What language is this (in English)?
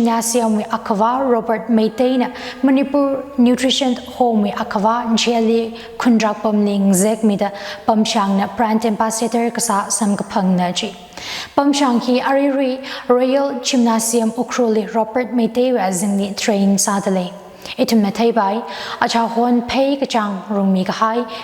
Tangkhul Naga (India)